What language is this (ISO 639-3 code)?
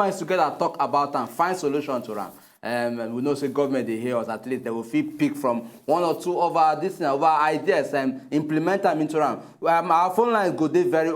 pcm